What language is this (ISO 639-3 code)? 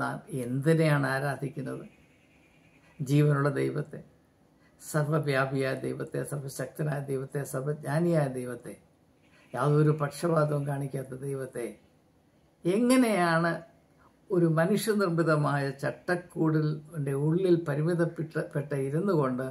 mal